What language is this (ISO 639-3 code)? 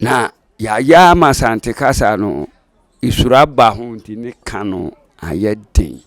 aka